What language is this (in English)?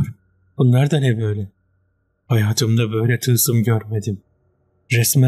Turkish